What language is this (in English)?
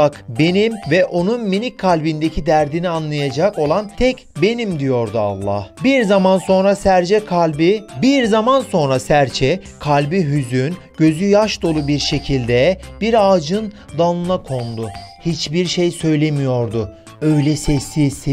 Turkish